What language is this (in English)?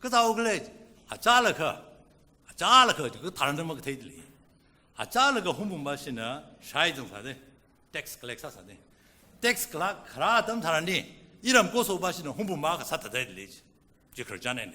Tangkhul Naga (India)